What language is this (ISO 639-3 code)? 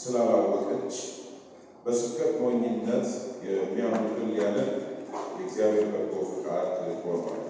amh